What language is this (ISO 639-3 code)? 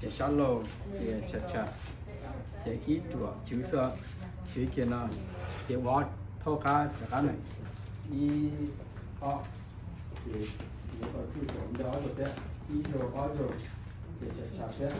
hmn